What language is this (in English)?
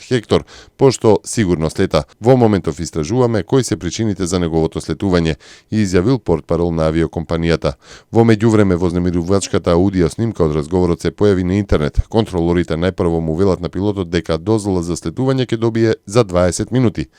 Macedonian